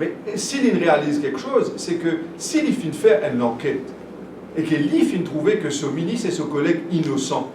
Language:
Morisyen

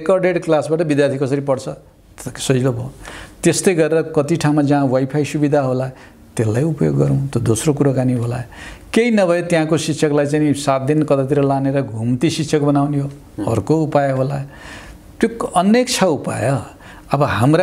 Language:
Nepali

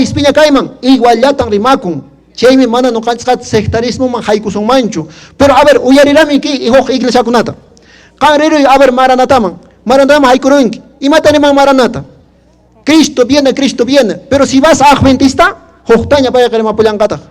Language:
Quechua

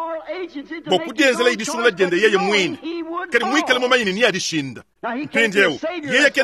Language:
Luba-Lulua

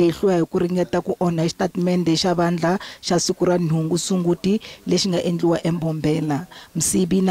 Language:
Tsonga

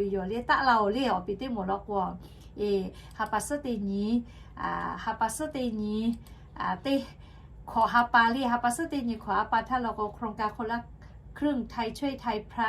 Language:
Lahu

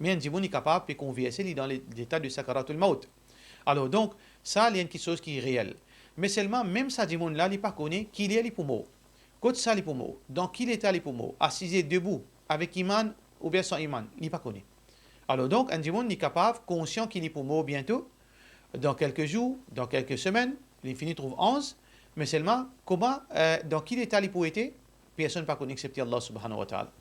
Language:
Morisyen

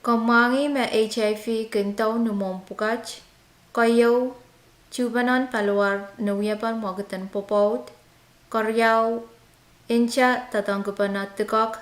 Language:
Pohnpeian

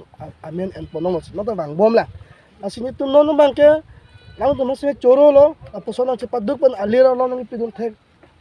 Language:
Karbi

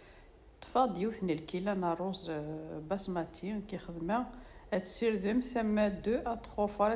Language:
Kabyle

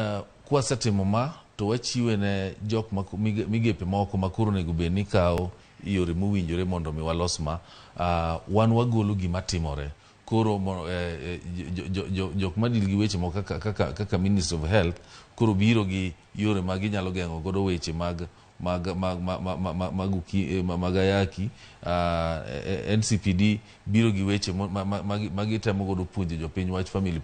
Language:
Luo (Kenya and Tanzania)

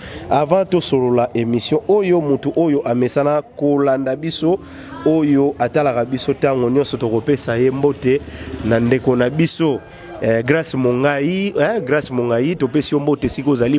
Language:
Lingala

